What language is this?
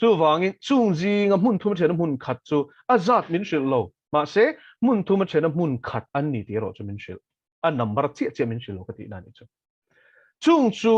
Mizo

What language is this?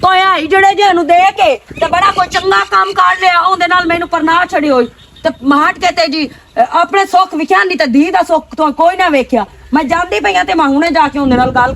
Western Panjabi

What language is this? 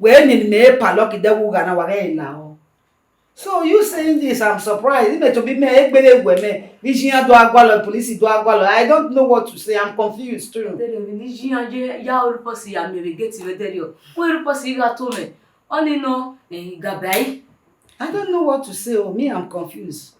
Bini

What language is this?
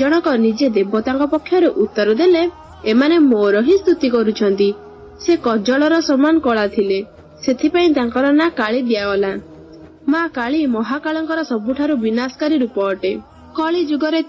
Odia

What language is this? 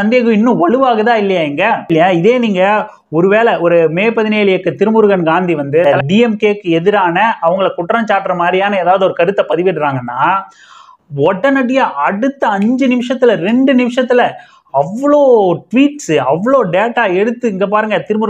Tamil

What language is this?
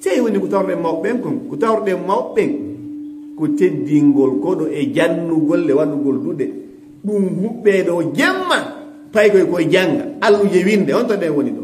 Fula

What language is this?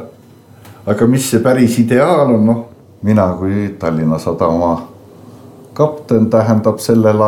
Estonian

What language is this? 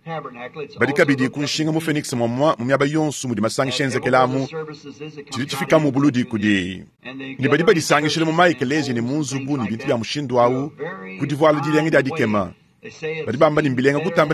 Luba-Lulua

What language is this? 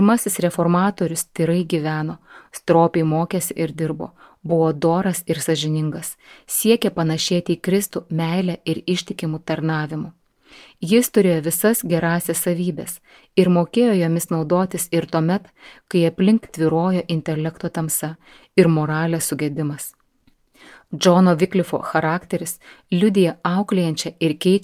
Lithuanian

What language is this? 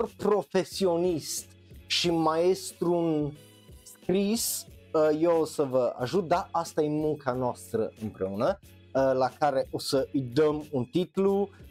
Romanian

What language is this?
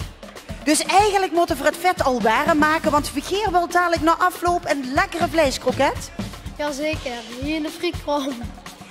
Limburgish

